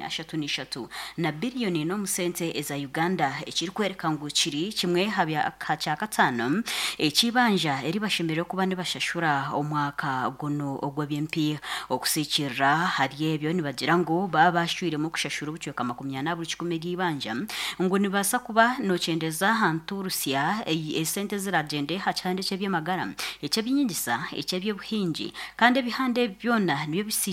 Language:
Nyankole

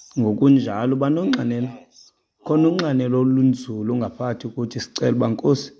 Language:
Xhosa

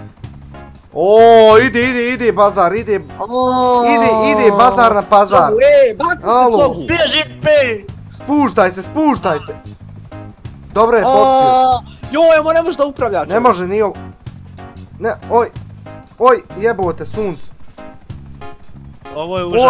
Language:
Bosnian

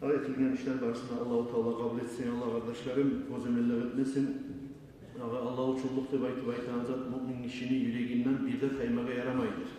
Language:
Kumyk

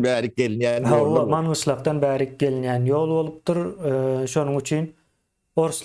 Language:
Turkmen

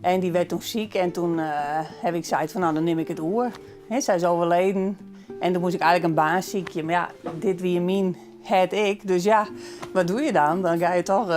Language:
Western Frisian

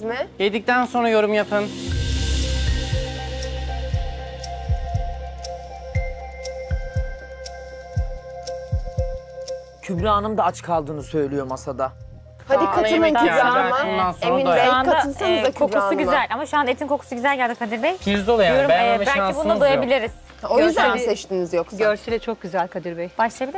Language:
Turkish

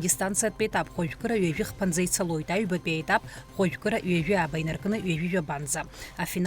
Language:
Abkhazian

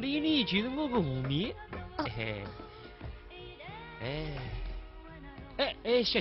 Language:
Wu Chinese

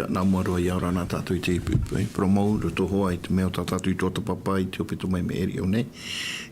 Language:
Tahitian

